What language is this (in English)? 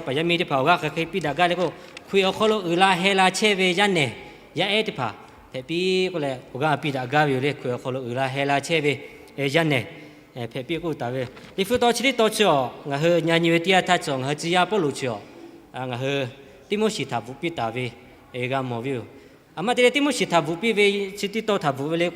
Lahu